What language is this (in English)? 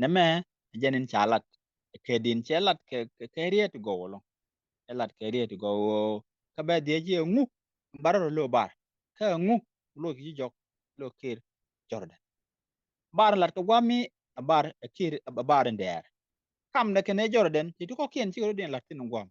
Nuer